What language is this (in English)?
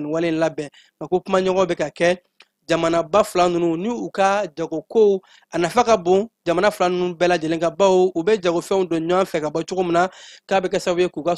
Bambara